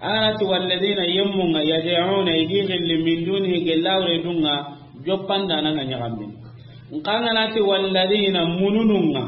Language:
Soninke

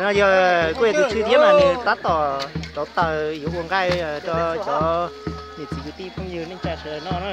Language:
Hmong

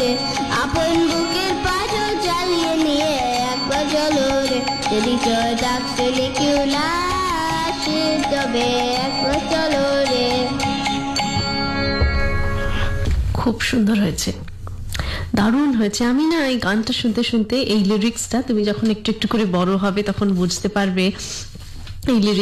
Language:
Bangla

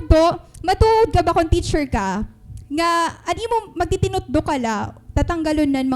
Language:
Waray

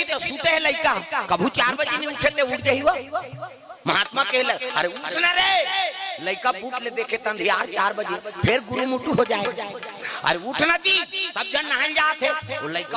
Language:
Chhattisgarhi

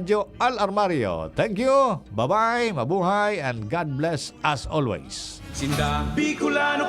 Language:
Bikol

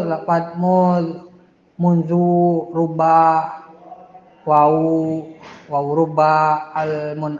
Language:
Sundanese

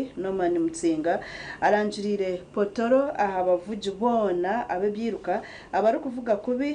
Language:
Nyankole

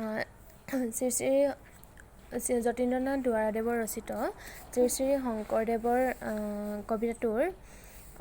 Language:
Assamese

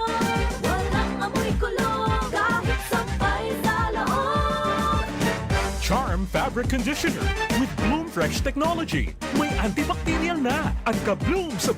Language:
Bikol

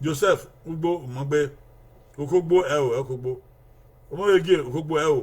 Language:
Bini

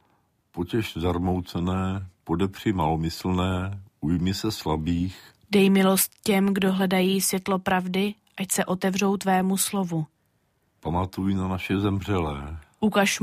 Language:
Czech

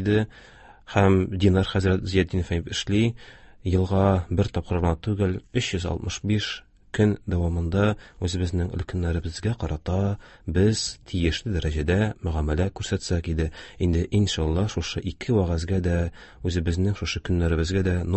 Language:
Tatar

